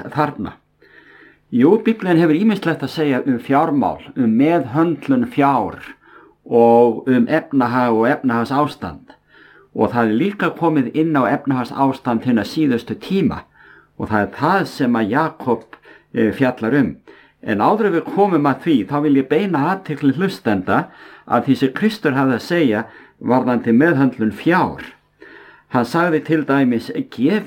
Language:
Icelandic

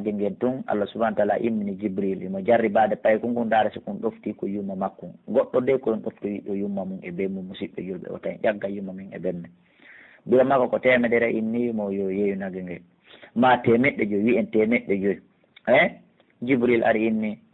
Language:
Pular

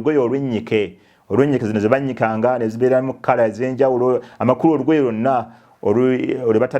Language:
Ganda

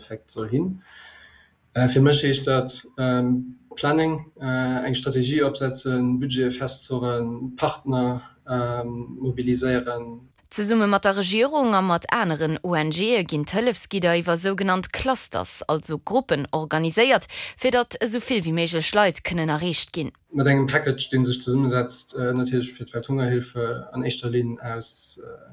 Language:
Luxembourgish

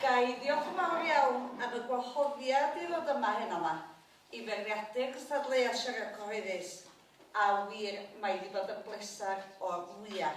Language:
Welsh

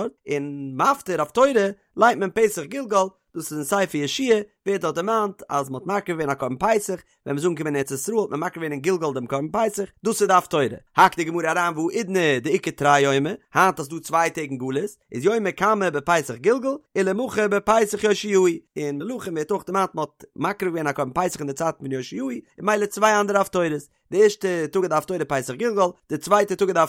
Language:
Yiddish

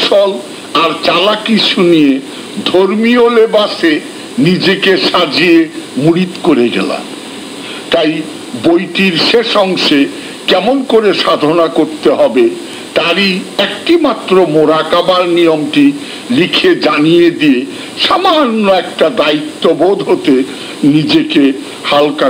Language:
Bangla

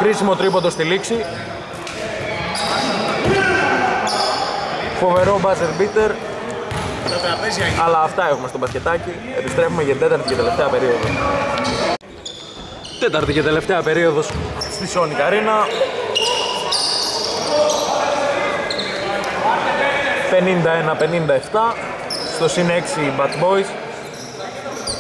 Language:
Greek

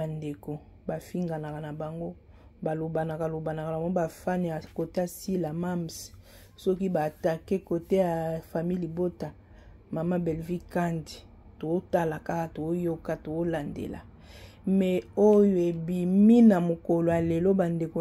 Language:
Lingala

